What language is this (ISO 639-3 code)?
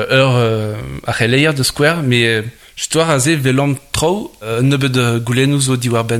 bre